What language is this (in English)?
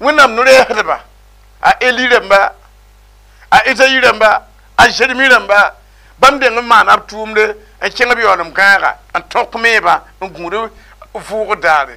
Mossi